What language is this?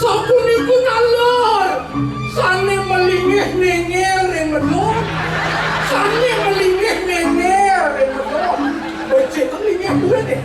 Balinese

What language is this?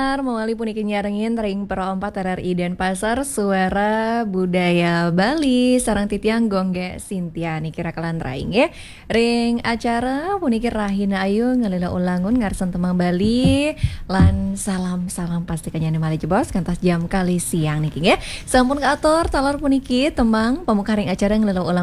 Balinese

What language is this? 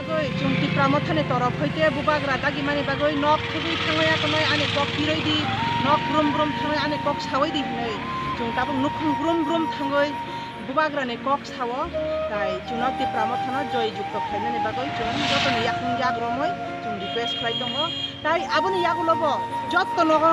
Kok Borok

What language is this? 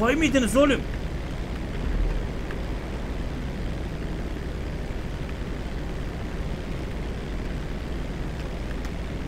Turkish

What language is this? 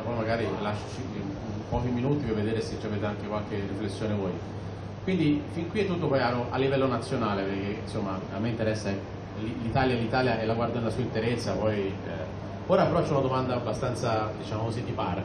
Italian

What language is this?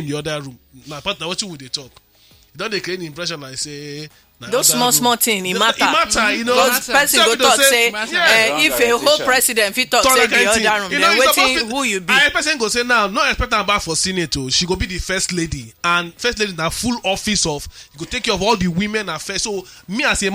Nigerian Pidgin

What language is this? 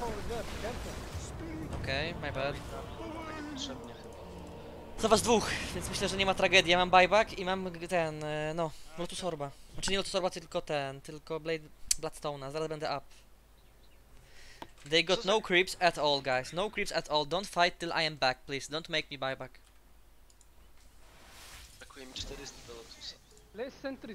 Polish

